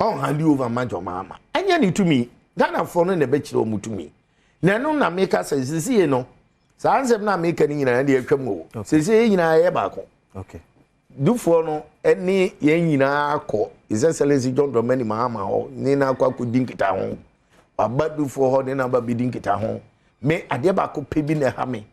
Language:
Akan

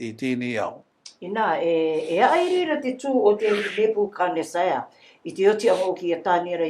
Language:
Rarotongan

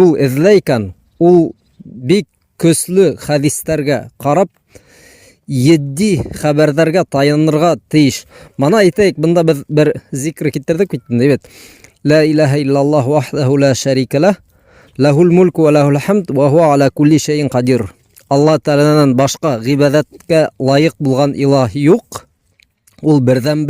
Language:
Bashkir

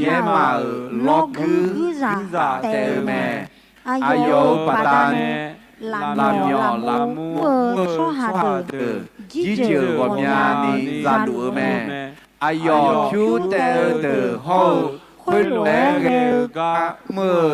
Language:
Akha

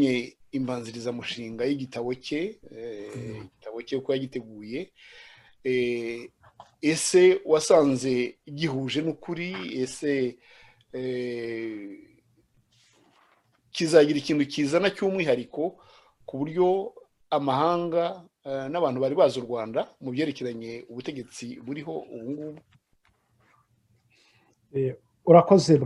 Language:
Kinyarwanda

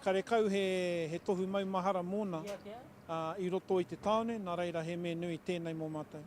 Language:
Māori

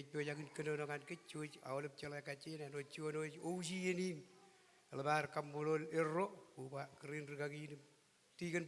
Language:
Marshallese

